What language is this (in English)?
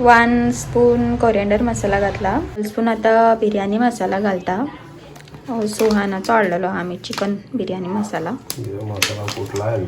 Konkani